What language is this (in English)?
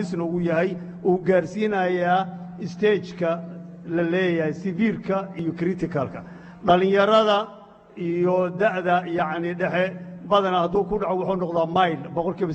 Somali